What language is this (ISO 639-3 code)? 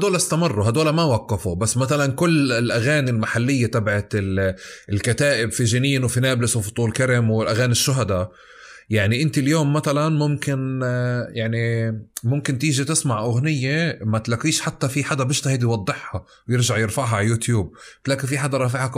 apc